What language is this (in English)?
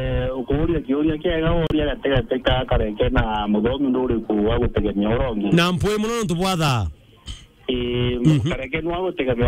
Meru